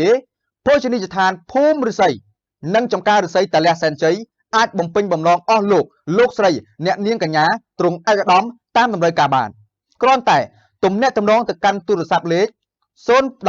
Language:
Khmer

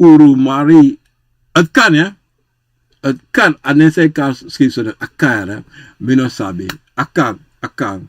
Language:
Sranan Tongo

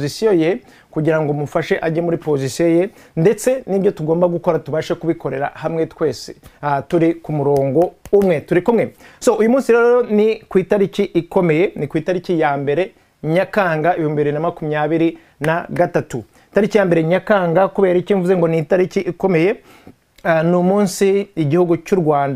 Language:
Kinyarwanda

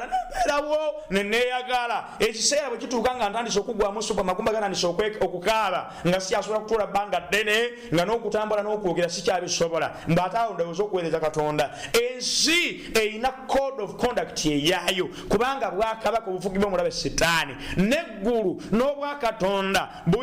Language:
Ganda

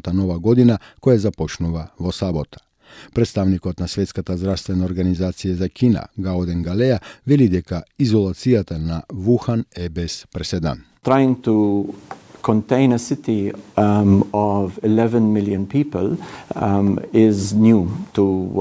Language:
Macedonian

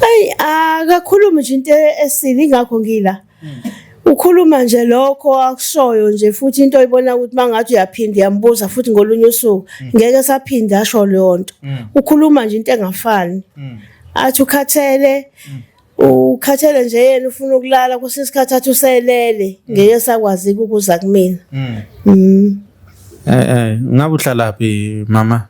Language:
Zulu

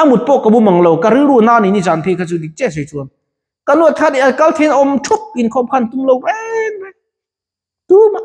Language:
Mizo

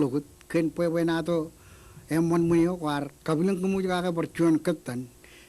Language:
Marshallese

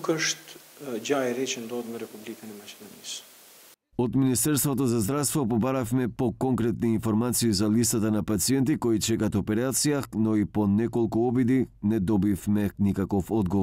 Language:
Macedonian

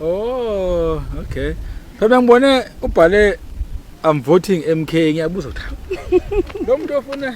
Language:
Zulu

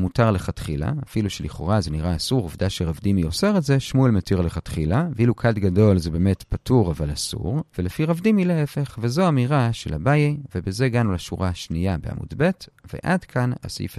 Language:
Hebrew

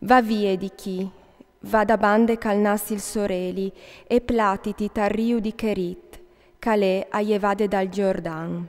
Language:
Friulian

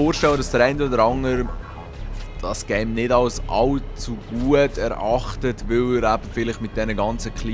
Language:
Swiss German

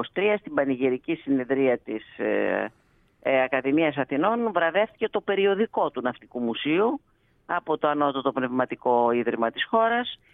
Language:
Greek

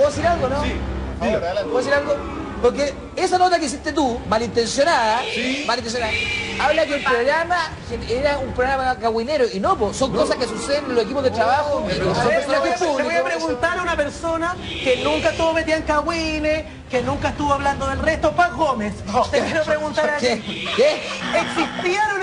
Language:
Spanish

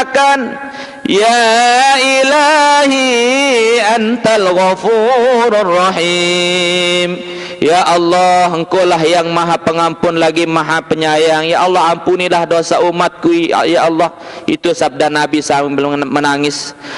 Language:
Sasak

